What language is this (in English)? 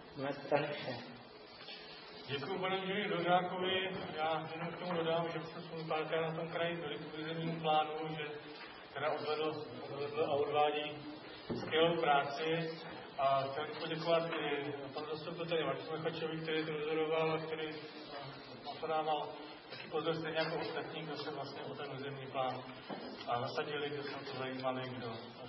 Czech